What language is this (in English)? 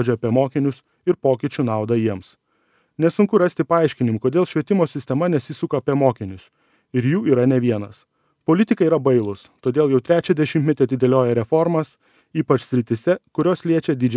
Lithuanian